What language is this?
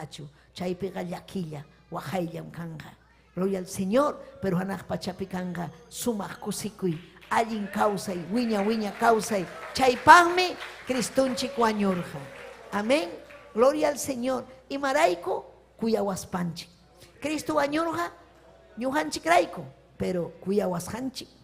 Ayacucho Quechua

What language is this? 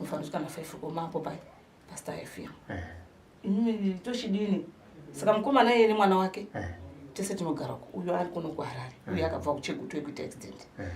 Shona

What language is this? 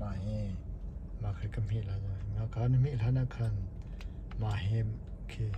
Hakha Chin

